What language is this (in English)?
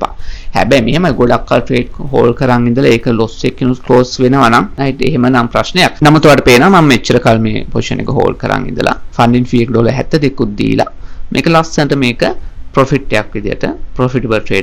Sinhala